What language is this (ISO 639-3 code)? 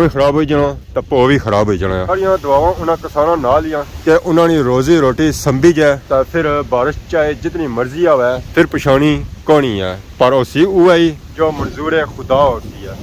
phr